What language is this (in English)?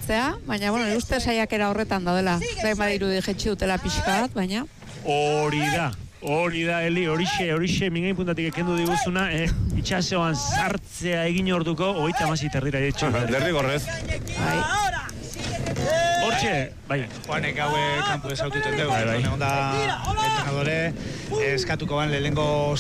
Basque